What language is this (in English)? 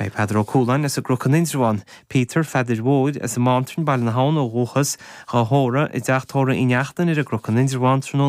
Irish